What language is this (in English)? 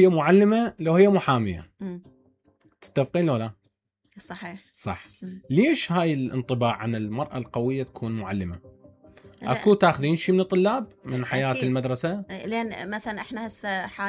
Mesopotamian Arabic